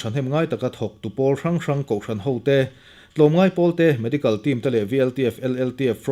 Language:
Mizo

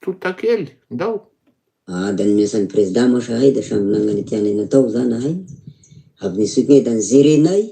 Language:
Malagasy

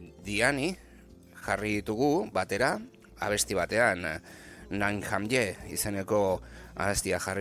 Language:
Basque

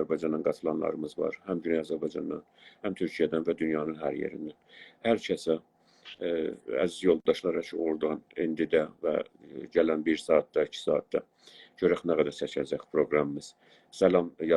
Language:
South Azerbaijani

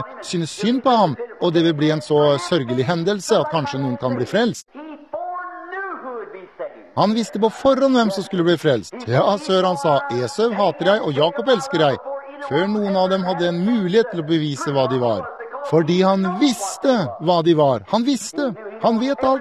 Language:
Norwegian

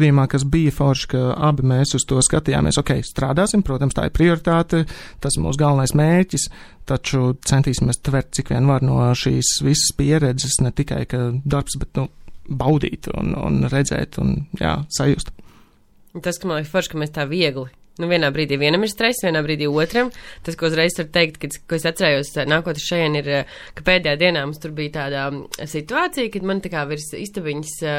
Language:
Latvian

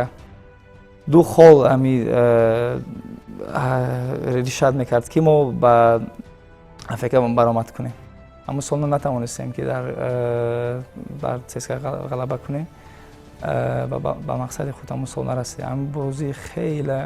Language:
Tajik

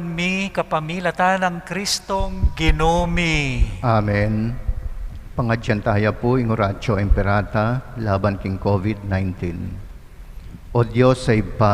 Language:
Pampanga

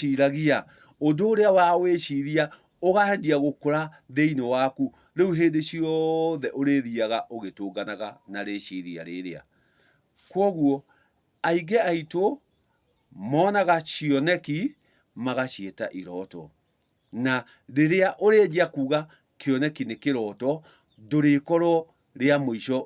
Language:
Kikuyu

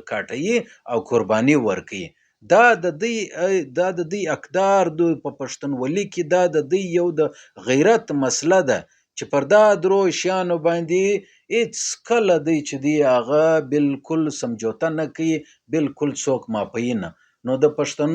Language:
Pashto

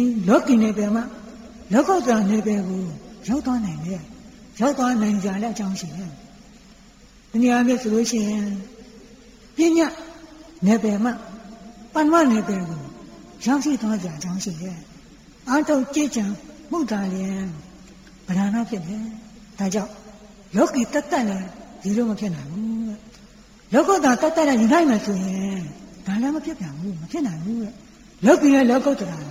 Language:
Burmese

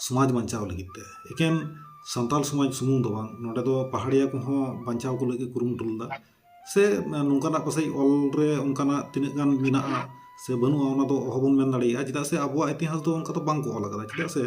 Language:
Santali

